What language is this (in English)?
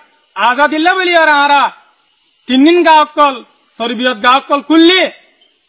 Rohingya